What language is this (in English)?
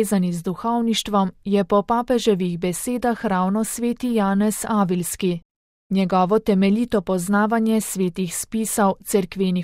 Slovenian